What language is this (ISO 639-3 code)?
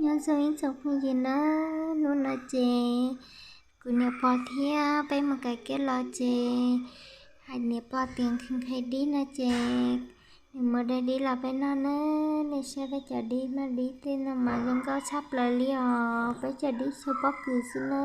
hmn